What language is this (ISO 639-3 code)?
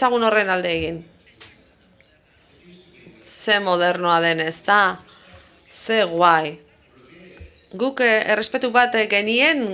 eus